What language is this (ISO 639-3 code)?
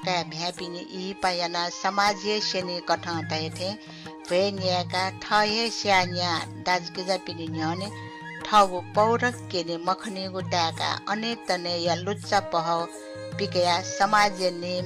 new